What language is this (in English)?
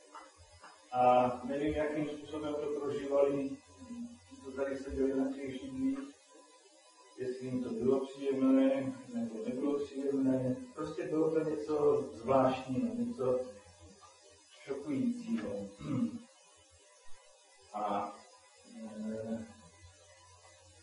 Czech